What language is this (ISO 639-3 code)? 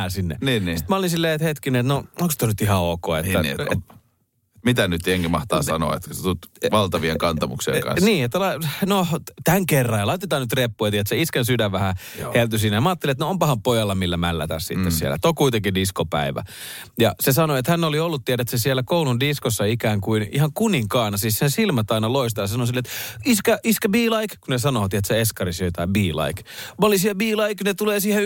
fin